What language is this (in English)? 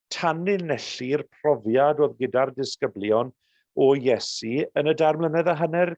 Welsh